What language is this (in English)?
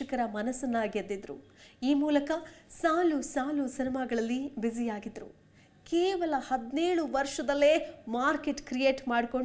Kannada